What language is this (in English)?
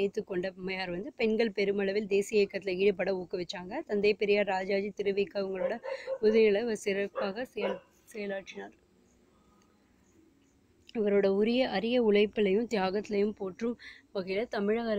Tamil